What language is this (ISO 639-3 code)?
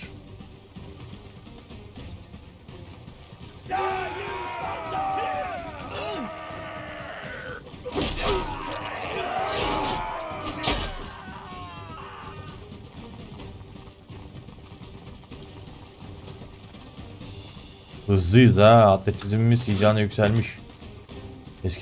tur